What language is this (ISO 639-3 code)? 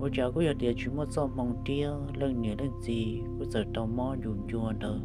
hmn